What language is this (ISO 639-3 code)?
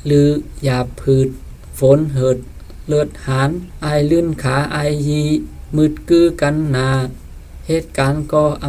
shn